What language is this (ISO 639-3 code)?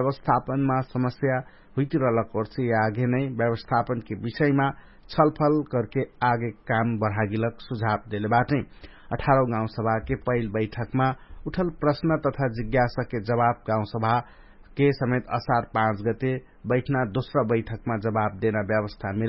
thl